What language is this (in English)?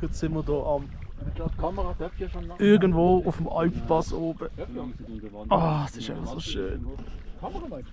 Swiss German